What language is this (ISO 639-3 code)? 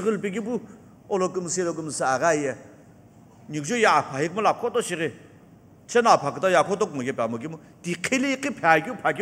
nsm